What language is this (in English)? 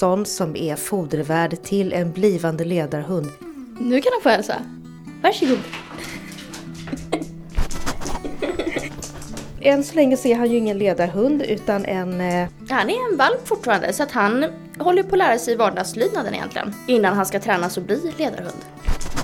Swedish